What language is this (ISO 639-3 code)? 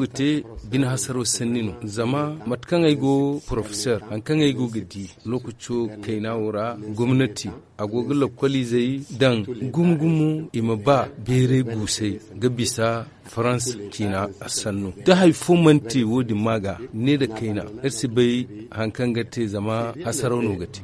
dje